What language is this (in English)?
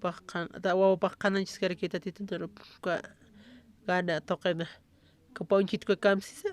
Aymara